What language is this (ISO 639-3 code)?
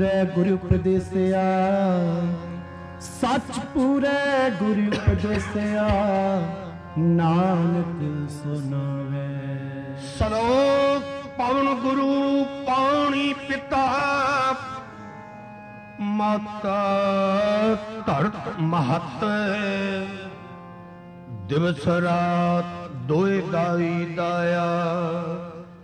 pan